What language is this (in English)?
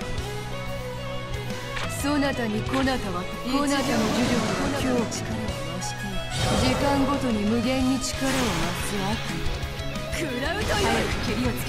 Japanese